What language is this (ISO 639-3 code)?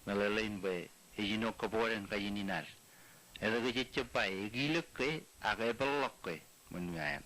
mah